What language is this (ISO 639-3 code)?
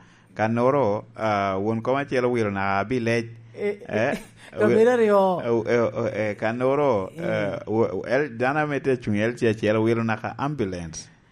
laj